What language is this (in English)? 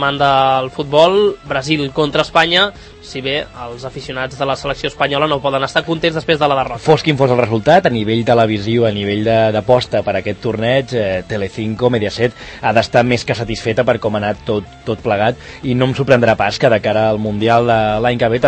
Catalan